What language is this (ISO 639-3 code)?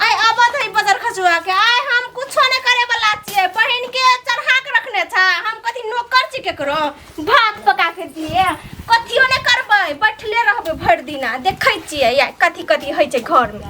mai